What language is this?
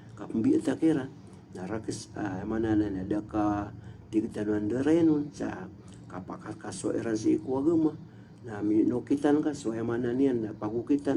Maranao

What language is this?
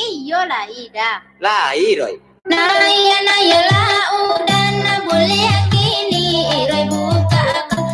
Minangkabau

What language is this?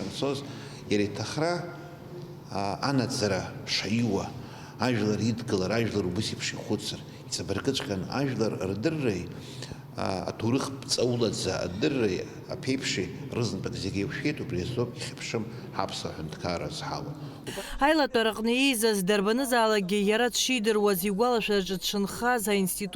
Abkhazian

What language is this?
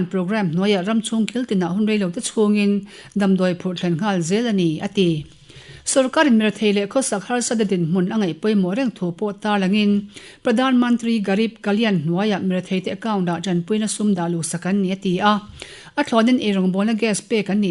Mizo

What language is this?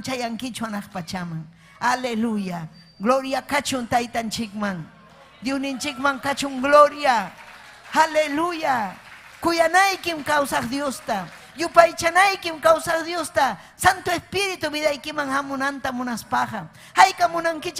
Ayacucho Quechua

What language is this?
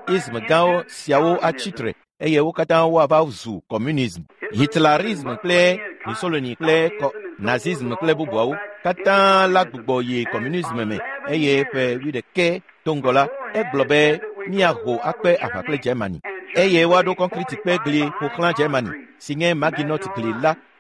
Ewe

